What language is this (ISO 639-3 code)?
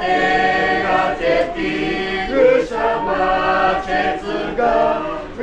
lhu